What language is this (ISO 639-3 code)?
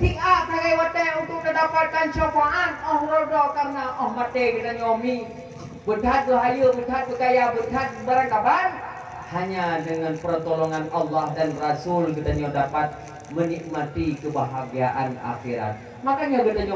ace